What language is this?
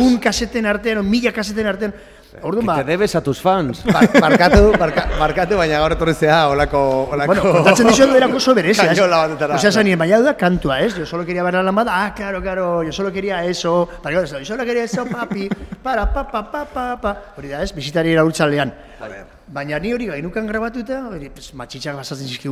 Basque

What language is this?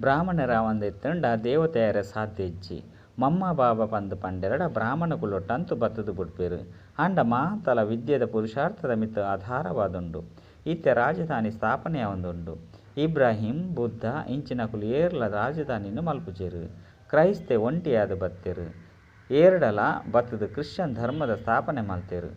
Tulu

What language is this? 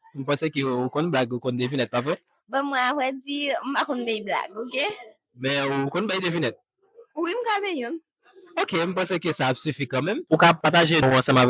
Haitian Creole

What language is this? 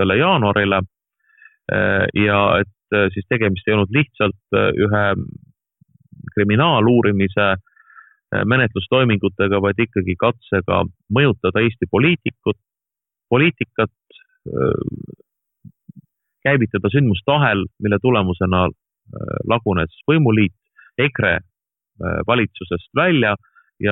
Estonian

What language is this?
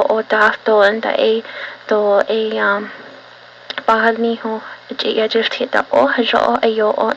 Navajo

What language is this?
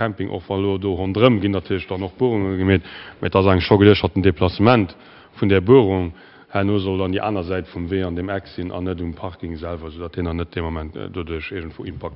Luxembourgish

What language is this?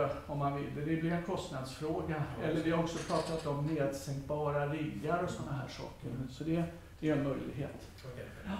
Swedish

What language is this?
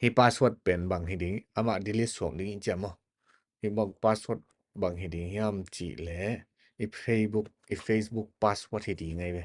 Tedim Chin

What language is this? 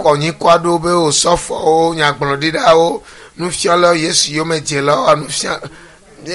Ewe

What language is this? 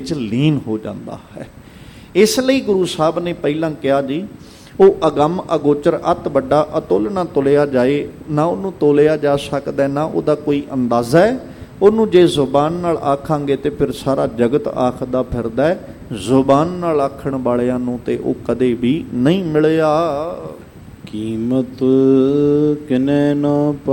Punjabi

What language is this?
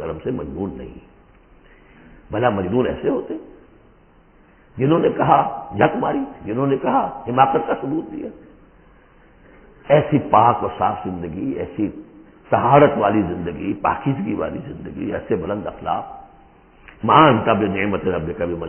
Urdu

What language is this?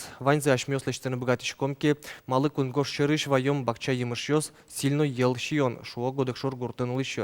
Udmurt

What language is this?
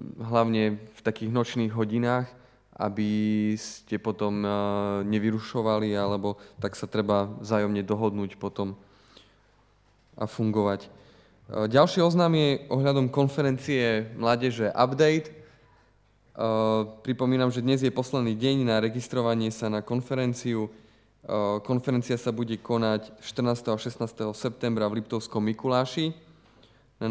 Slovak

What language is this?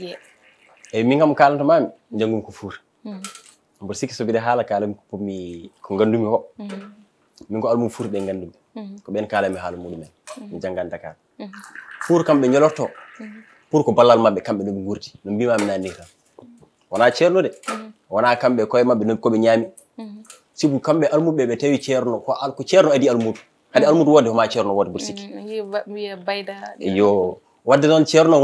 Fula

